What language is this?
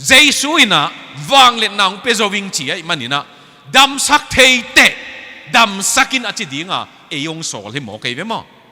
Tedim Chin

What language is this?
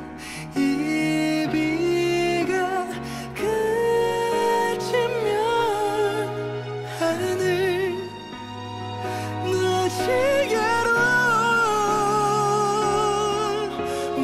Korean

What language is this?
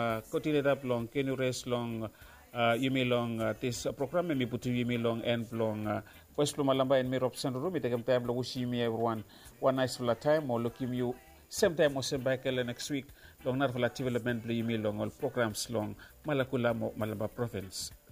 Bislama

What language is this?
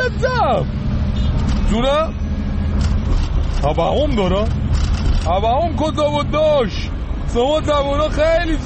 Persian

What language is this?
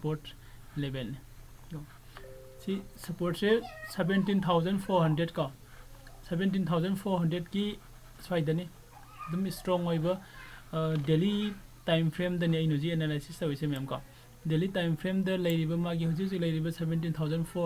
Manipuri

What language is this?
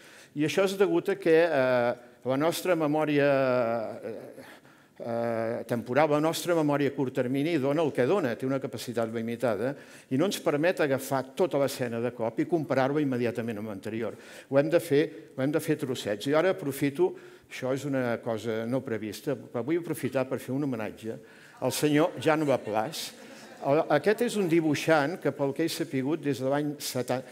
Catalan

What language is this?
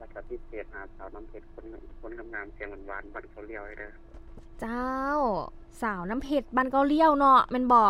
Lao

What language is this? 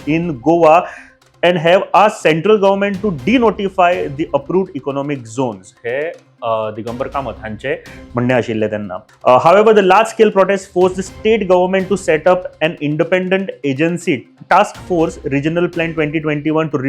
Konkani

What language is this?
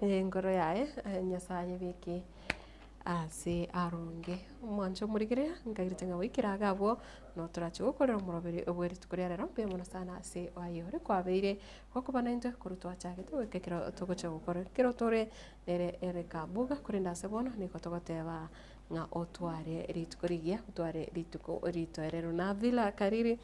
Gusii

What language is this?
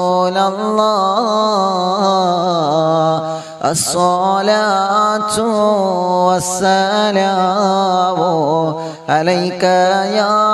Malayalam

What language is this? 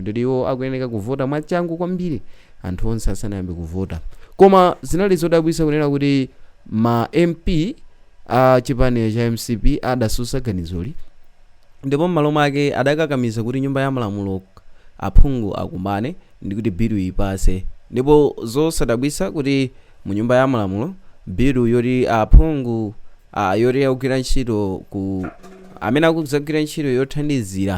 Nyanja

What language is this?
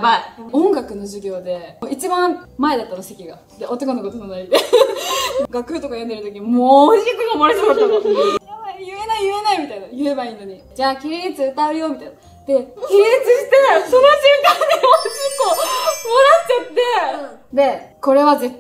Japanese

